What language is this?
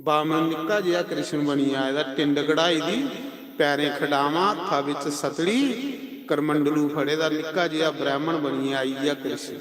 Dogri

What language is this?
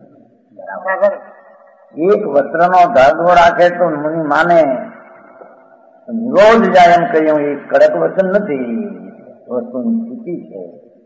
Gujarati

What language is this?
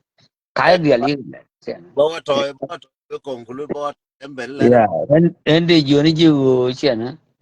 Nuer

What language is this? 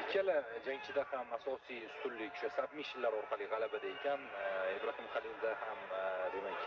Uzbek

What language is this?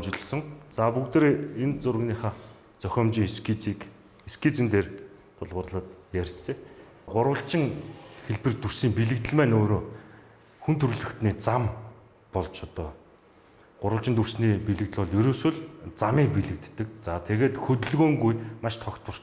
Mongolian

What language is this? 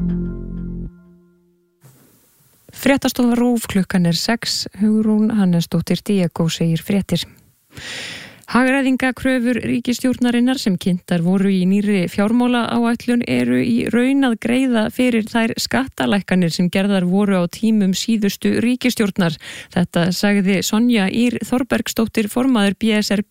Icelandic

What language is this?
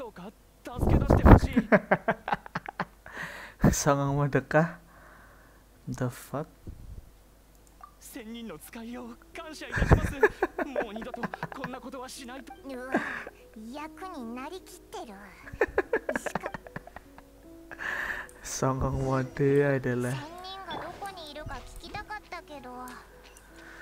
Indonesian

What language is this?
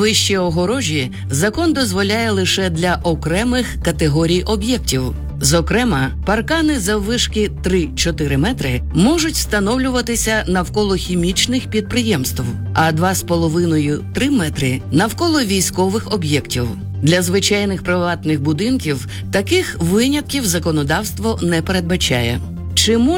Ukrainian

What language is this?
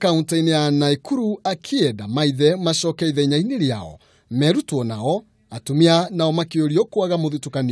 Kikuyu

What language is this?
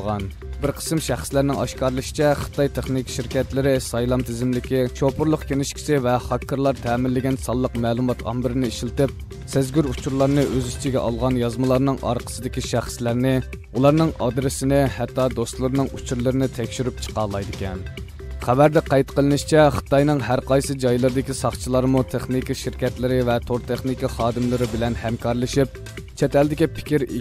Uyghur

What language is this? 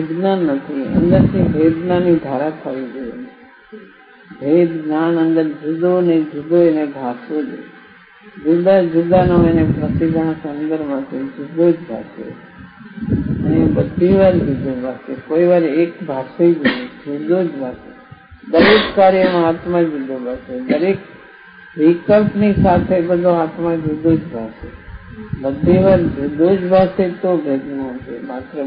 Gujarati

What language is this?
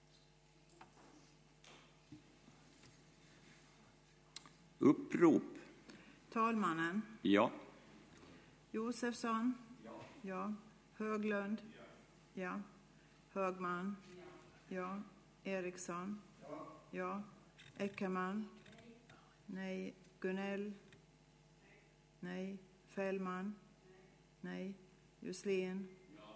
Swedish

